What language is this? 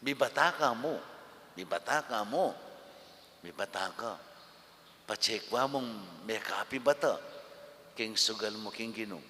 Pampanga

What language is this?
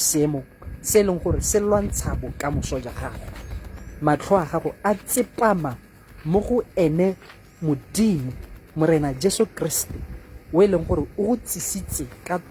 Tswana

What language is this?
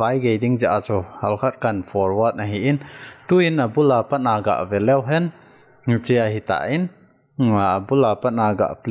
Thado Chin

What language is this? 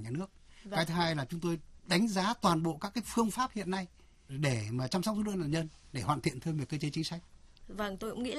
Vietnamese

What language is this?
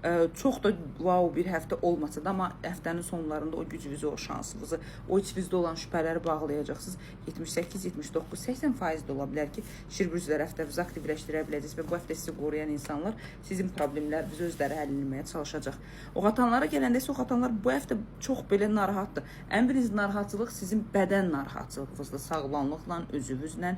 Azerbaijani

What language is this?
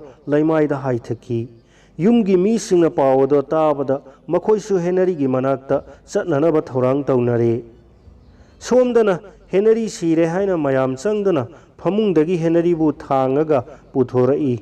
Manipuri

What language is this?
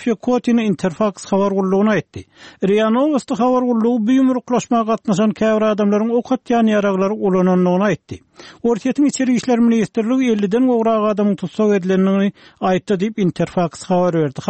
Turkmen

